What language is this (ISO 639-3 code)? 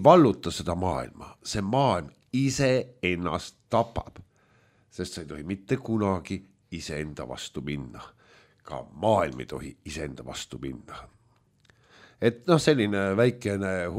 est